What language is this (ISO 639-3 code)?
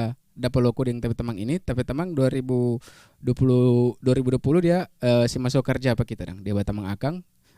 xmm